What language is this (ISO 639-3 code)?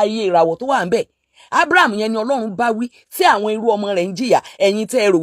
yor